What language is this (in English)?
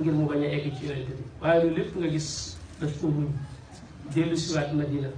Wolof